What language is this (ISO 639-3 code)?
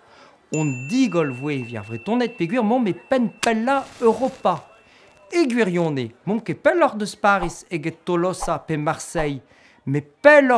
bre